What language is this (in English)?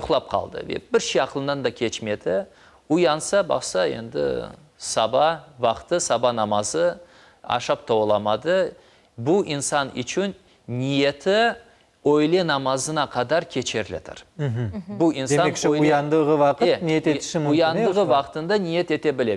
Crimean Tatar